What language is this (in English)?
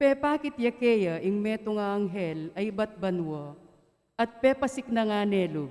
Pampanga